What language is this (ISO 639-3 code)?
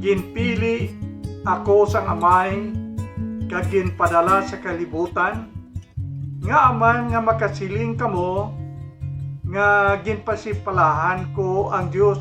hil